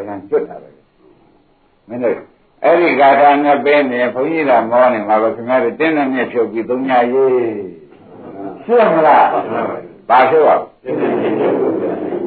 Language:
Burmese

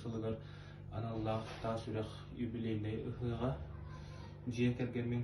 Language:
Yakut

